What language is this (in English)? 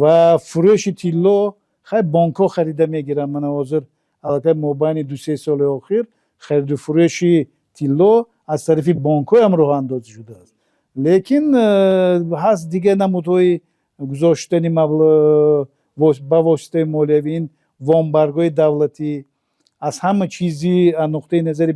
Tajik